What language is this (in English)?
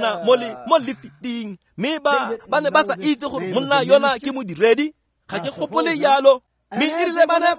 Tswana